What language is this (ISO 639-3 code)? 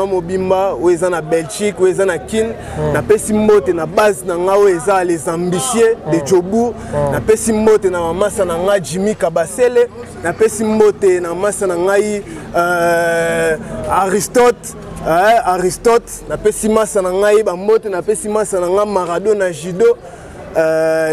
lin